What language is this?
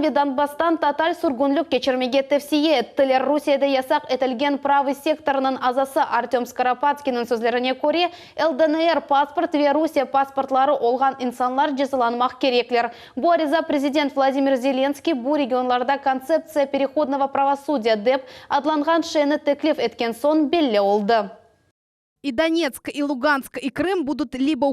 Crimean Tatar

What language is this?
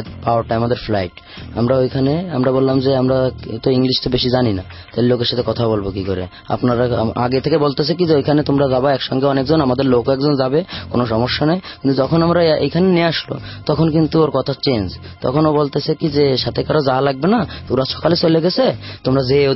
Bangla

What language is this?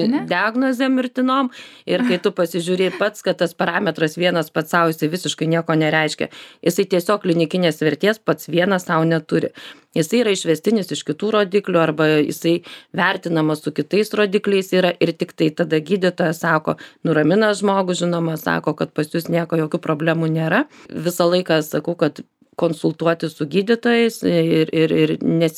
Lithuanian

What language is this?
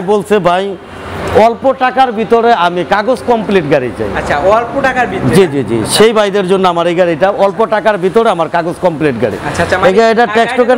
Bangla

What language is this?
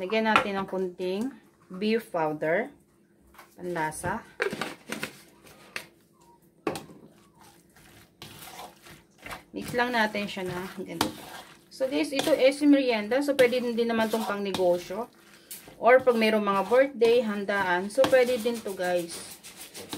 Filipino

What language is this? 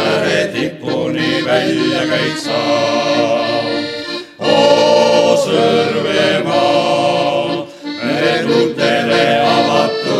Estonian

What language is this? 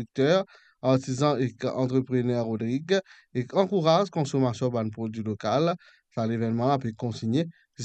Morisyen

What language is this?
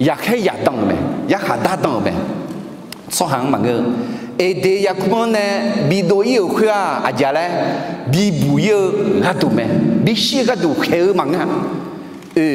Akha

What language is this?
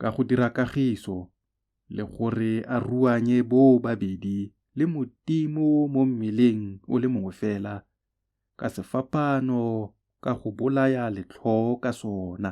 Tswana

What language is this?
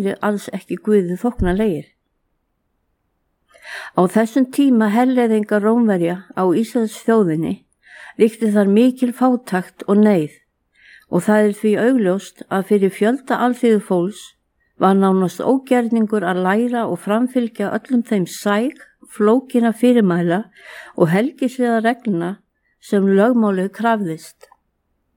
Icelandic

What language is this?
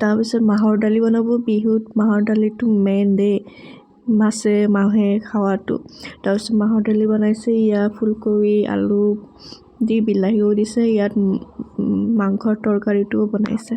Assamese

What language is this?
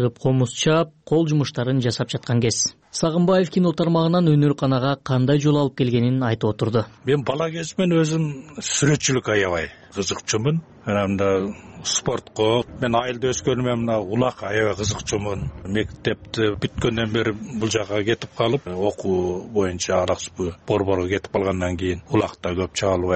Kyrgyz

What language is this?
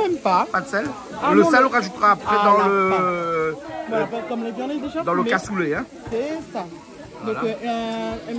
Réunion Creole French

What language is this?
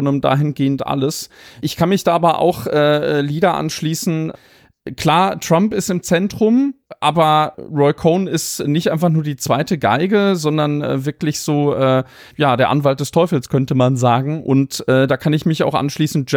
German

